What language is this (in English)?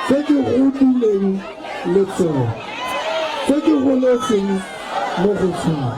Tswana